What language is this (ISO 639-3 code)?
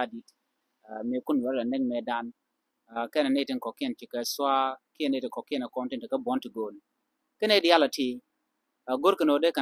nus